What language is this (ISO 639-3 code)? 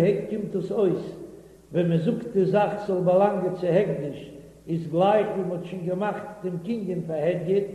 yid